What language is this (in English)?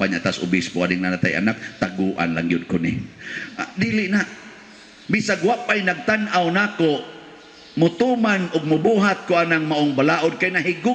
Cebuano